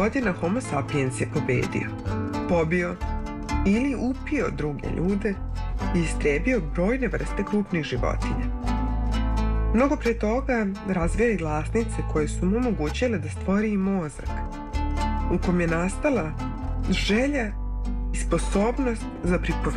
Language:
Serbian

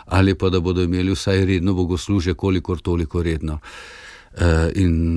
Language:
Slovenian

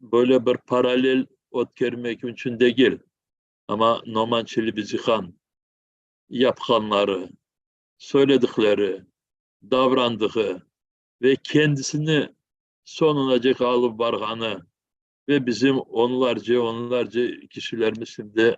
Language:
Crimean Tatar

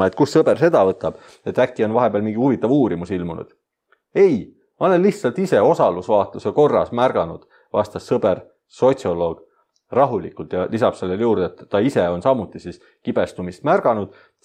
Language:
Estonian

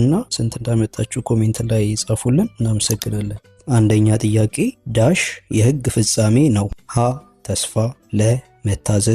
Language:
Amharic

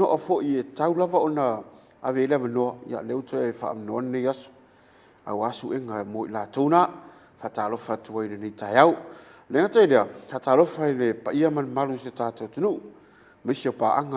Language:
Samoan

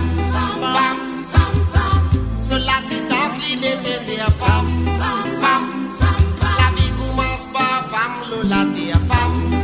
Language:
Morisyen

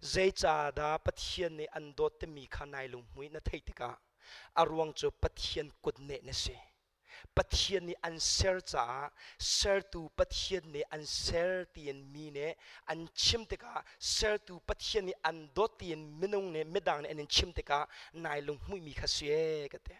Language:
Hakha Chin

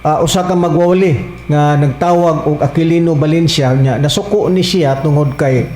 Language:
Cebuano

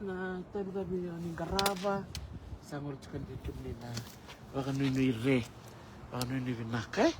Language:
Fijian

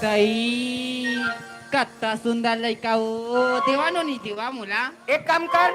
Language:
Chhattisgarhi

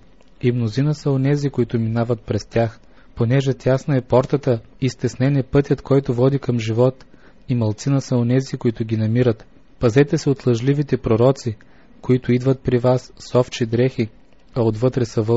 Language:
Bulgarian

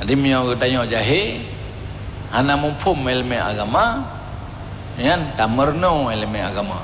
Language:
Achinese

